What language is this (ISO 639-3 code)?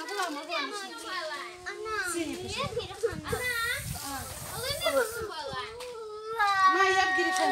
crh